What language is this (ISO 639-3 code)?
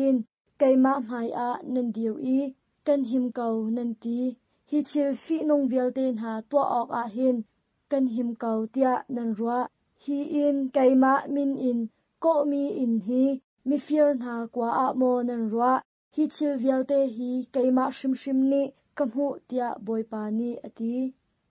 cnh